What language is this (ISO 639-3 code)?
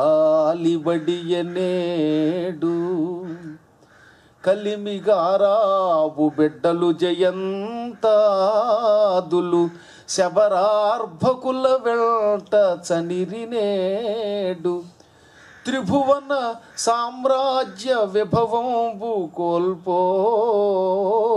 tel